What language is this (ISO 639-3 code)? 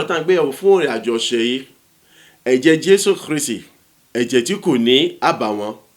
yor